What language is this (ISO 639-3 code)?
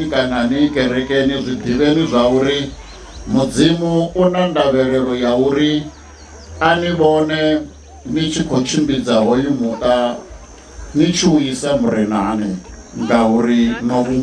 ven